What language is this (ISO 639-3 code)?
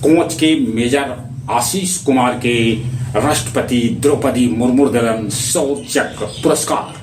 mag